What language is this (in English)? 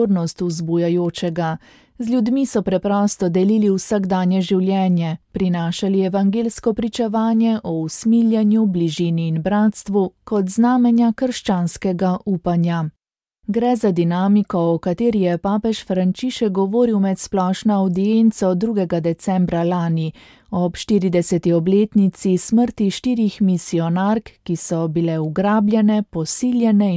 Slovenian